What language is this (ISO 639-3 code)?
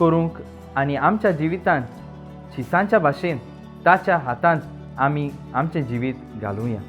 kok